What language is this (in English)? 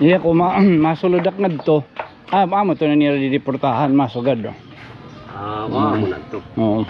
Waray